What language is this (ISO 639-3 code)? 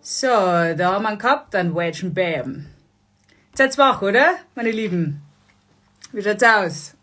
bar